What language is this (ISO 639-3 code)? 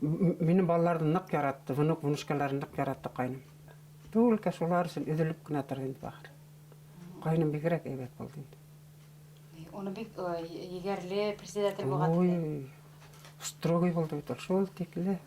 bak